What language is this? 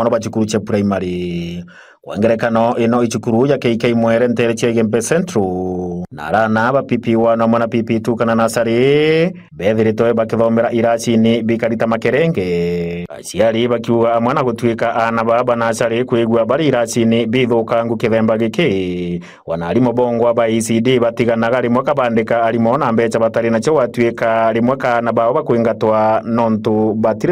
Meru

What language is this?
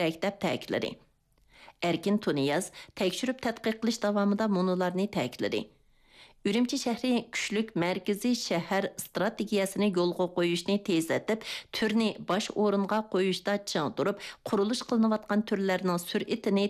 Uyghur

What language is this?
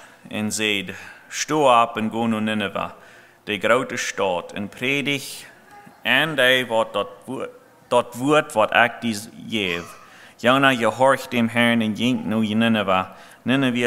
Plautdietsch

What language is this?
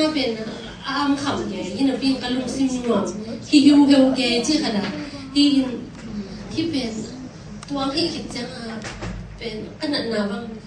Tedim Chin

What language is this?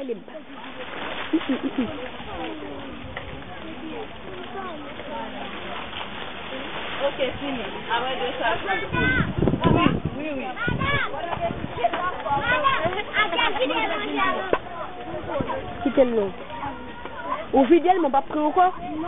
French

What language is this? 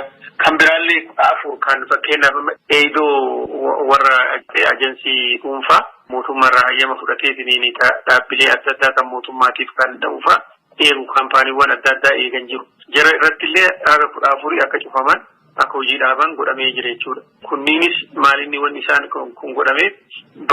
Oromo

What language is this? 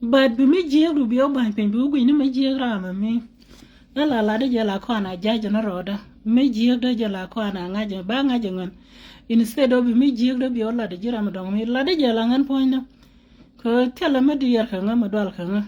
Nuer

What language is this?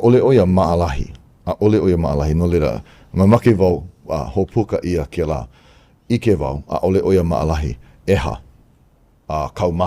Hawaiian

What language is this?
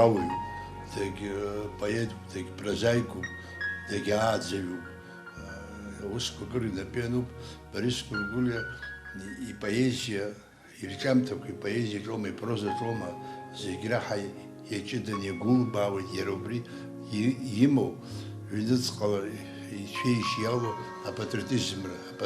Abkhazian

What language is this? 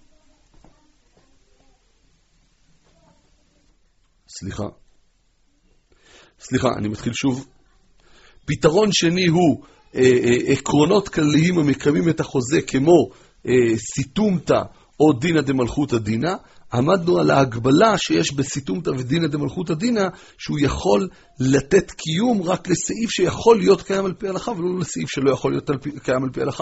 Hebrew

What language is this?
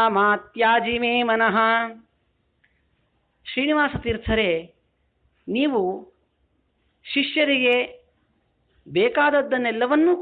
Kannada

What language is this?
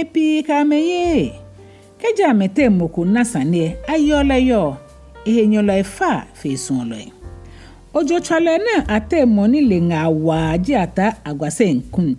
Ga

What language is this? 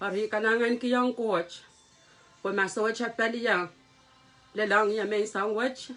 Pohnpeian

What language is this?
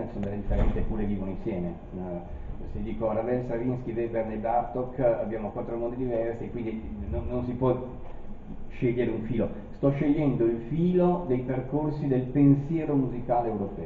Italian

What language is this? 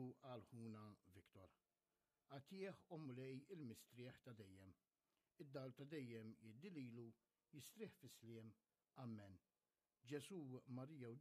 Maltese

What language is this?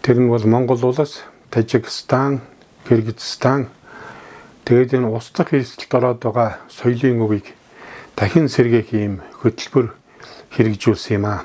Mongolian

